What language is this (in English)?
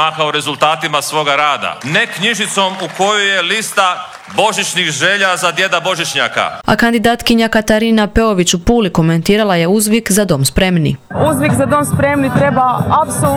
Croatian